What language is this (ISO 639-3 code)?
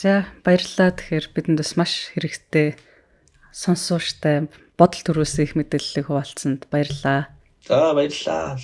mon